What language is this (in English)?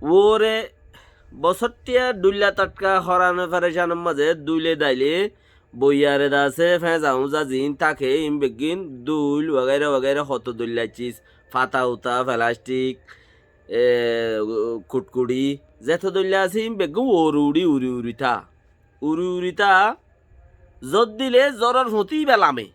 Rohingya